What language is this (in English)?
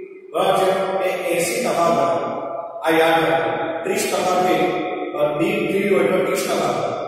Gujarati